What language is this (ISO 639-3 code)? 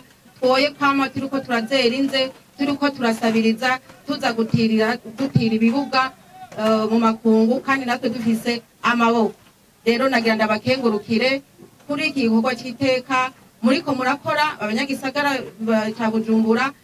run